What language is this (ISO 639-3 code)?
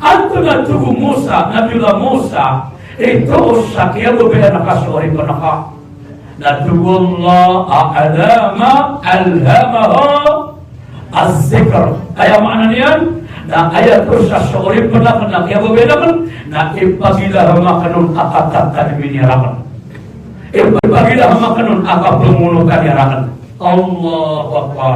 mrw